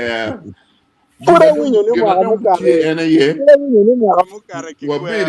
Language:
Acoli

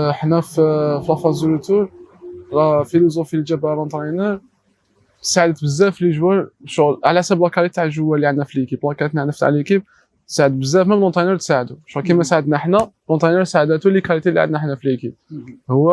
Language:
Algerian Arabic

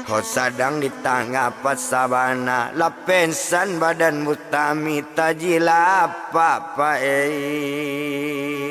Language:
Minangkabau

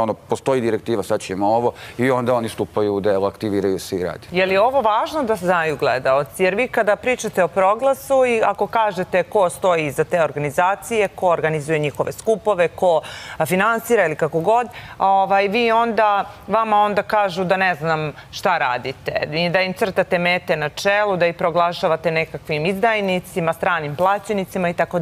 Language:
Serbian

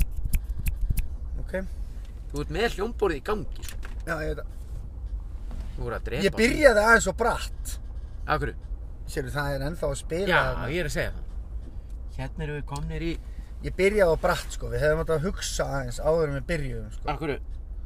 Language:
Icelandic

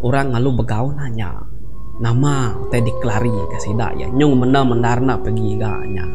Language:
Iban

